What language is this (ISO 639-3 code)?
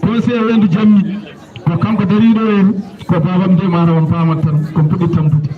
ful